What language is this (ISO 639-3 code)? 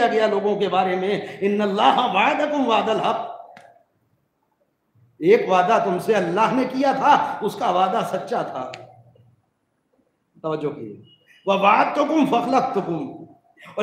urd